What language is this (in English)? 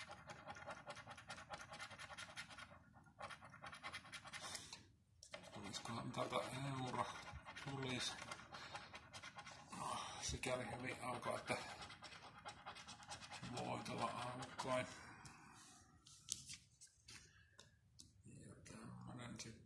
Finnish